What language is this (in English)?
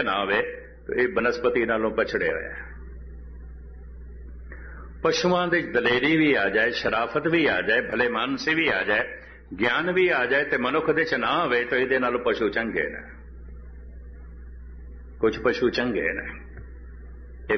Punjabi